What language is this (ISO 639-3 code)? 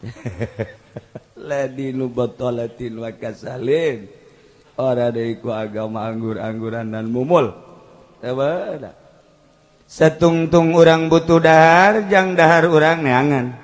sun